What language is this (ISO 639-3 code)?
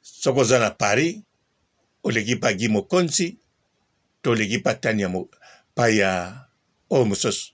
lin